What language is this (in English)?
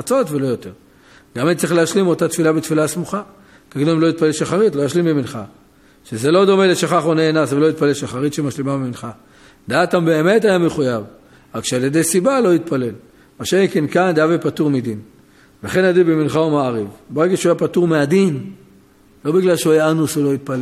Hebrew